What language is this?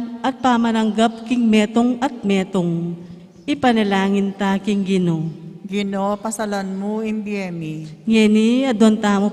Pampanga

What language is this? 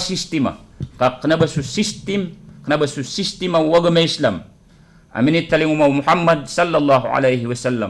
Maranao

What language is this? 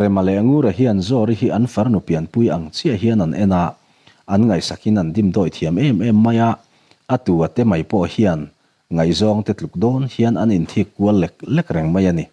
Mizo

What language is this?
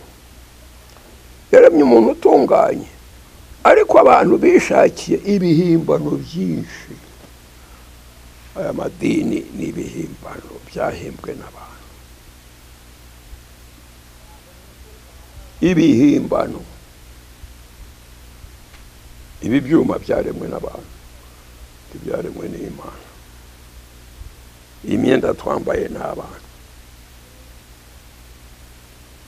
Kinyarwanda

